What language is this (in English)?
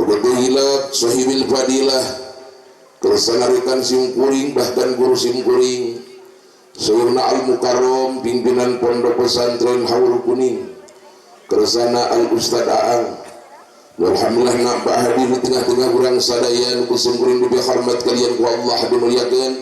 Sundanese